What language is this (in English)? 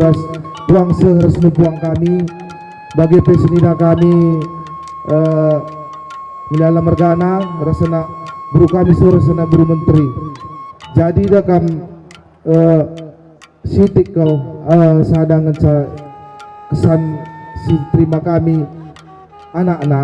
Batak Karo